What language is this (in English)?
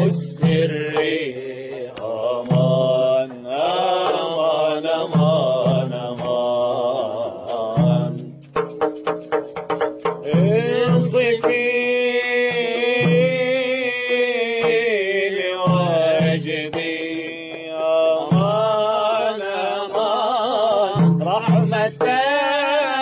Arabic